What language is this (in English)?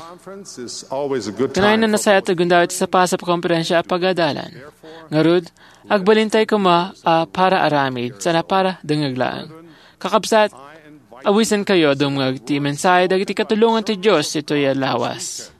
Iloko